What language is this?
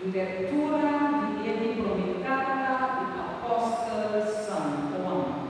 Papiamento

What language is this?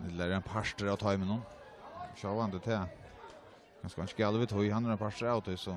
Faroese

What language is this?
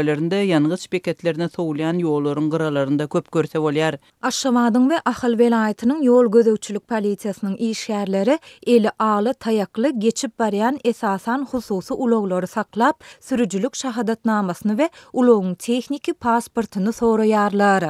Turkmen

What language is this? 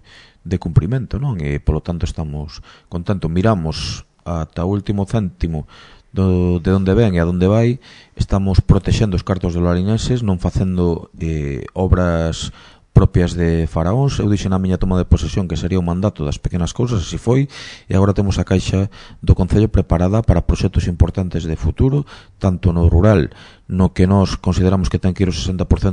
Galician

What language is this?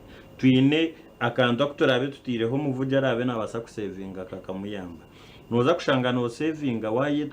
Nyankole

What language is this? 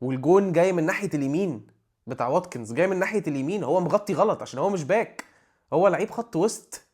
Egyptian Arabic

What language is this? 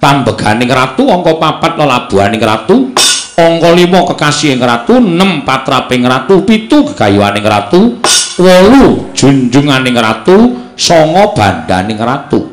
Javanese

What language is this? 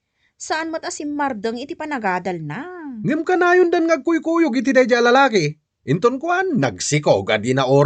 Iloko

